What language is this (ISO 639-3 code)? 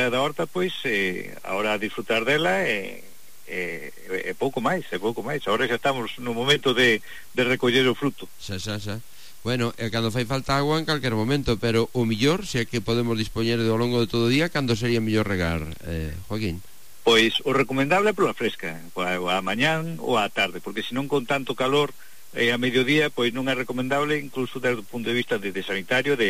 glg